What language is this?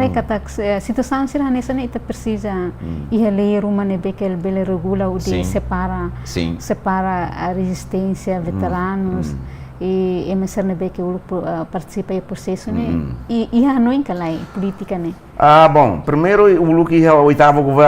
Tetum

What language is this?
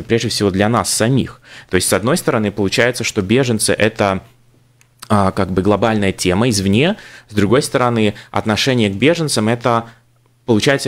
Russian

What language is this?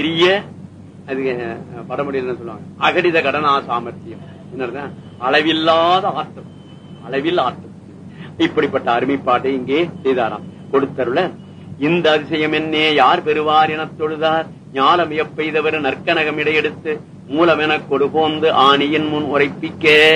Tamil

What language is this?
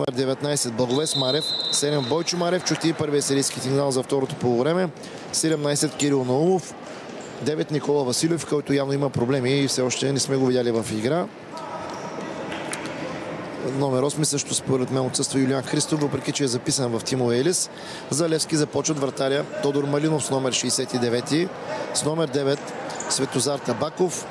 Bulgarian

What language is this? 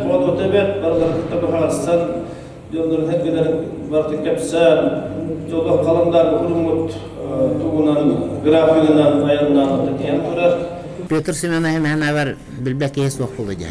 Yakut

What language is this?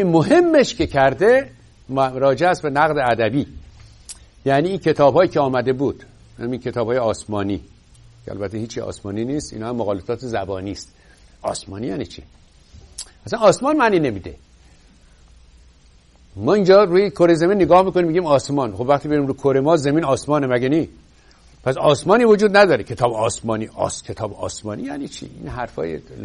Persian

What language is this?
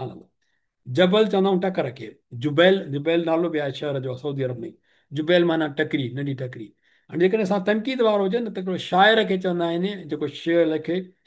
Sindhi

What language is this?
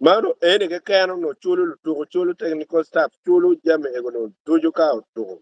Acoli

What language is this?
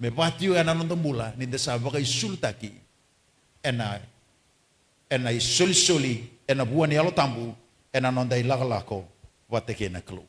Fijian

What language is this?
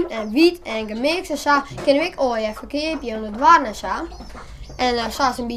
Western Frisian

